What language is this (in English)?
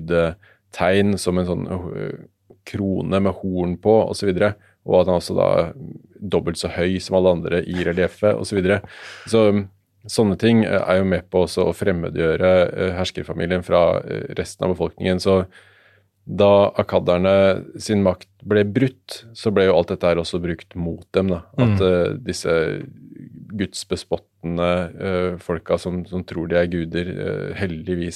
Norwegian